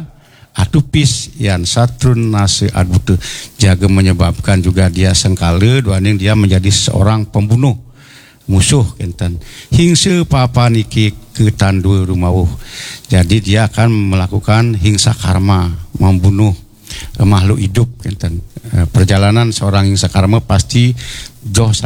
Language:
Balinese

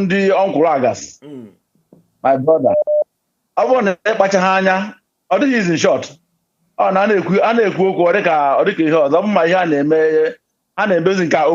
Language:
Igbo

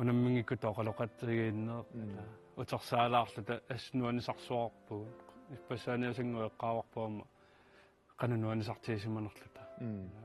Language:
Kalaallisut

